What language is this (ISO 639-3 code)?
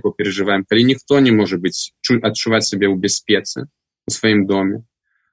bel